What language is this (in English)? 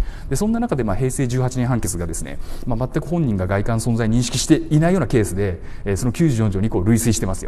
Japanese